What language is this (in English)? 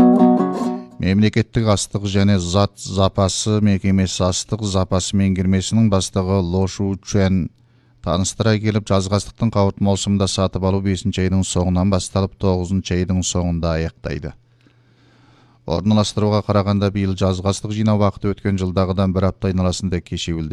Kazakh